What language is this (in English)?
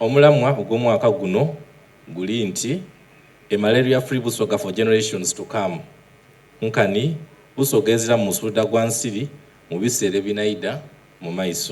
Soga